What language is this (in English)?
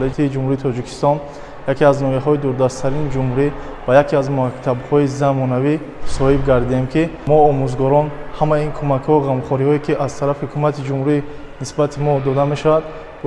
Tajik